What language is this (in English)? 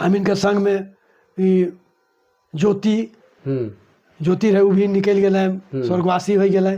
Sadri